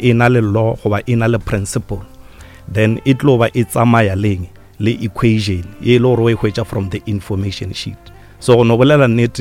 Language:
Northern Sotho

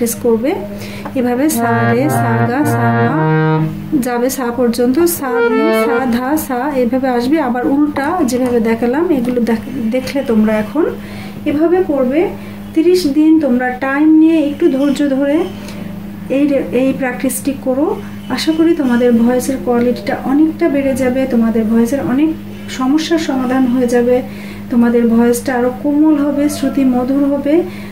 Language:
Bangla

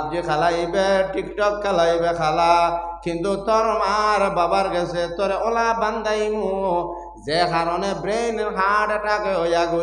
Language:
Sylheti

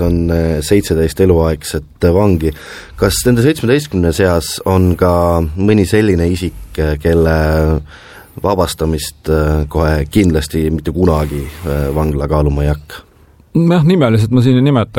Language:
Estonian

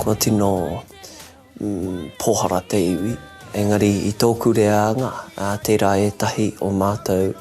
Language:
Māori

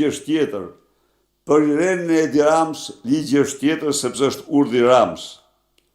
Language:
Albanian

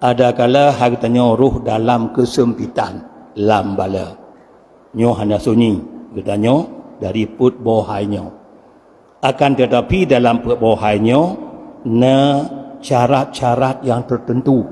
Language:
Achinese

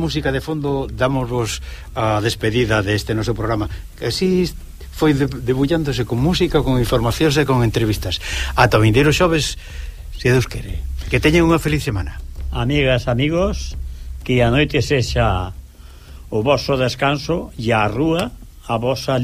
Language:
Galician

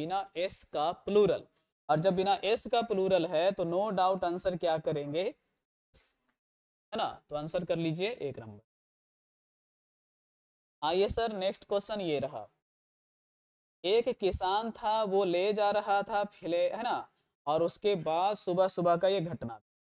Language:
Hindi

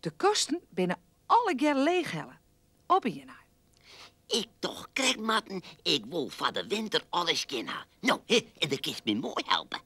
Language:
Western Frisian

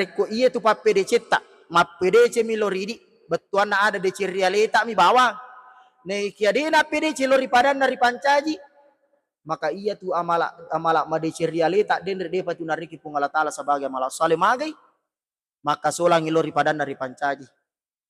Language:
Buginese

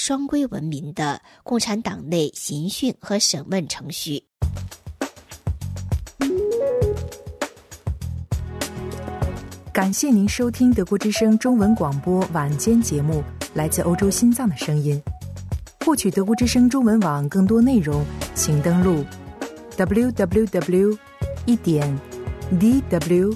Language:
Chinese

